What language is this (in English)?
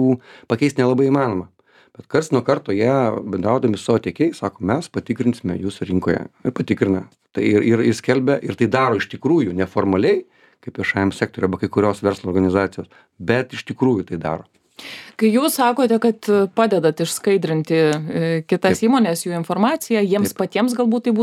Lithuanian